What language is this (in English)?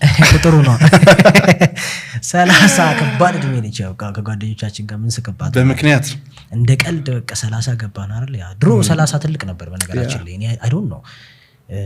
Amharic